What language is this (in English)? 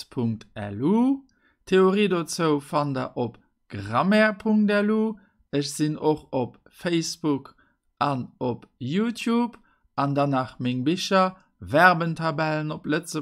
Luxembourgish